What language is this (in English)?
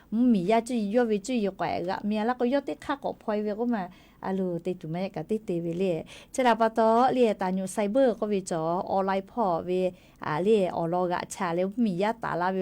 Lahu